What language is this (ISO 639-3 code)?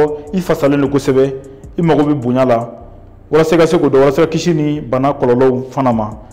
bam